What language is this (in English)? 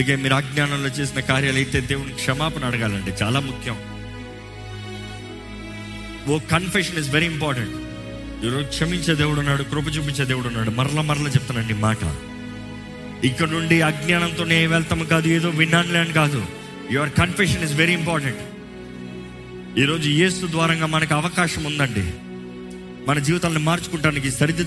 Telugu